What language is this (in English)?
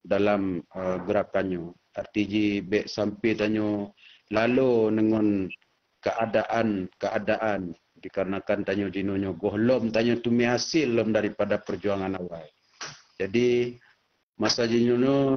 Achinese